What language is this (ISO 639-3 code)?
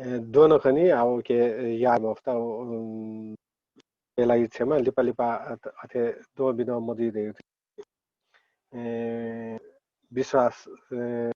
new